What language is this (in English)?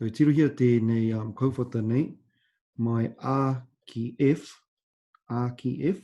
Māori